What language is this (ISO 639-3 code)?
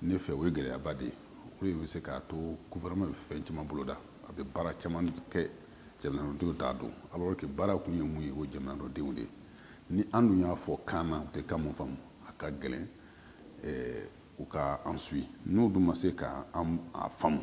bam